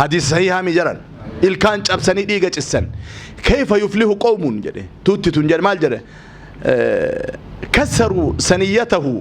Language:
Oromo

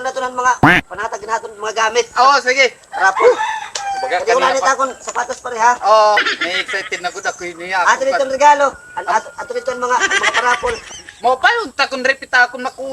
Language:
Waray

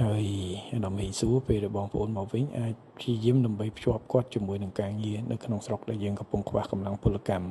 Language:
Khmer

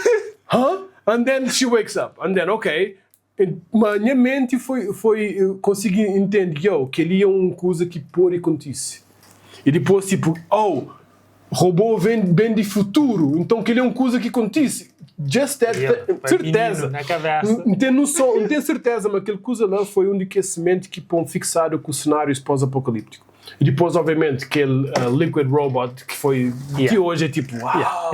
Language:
Kabuverdianu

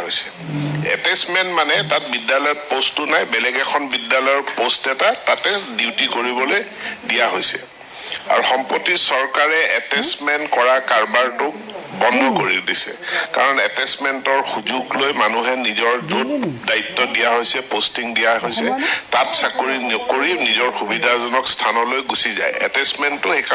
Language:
Assamese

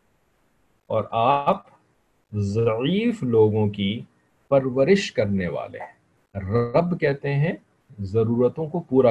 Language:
Urdu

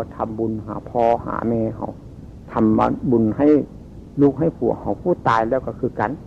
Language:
Northeastern Thai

